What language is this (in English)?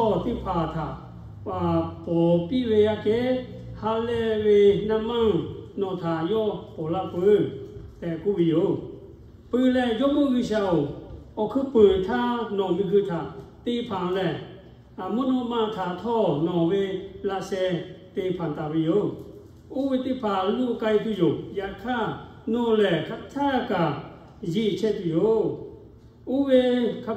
Lahu